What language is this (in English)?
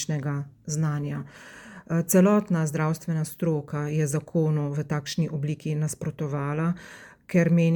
Slovenian